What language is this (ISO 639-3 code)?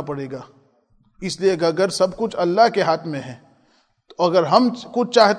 urd